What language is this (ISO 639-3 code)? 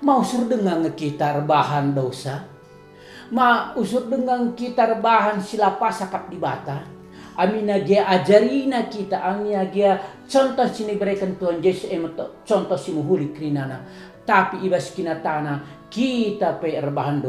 btx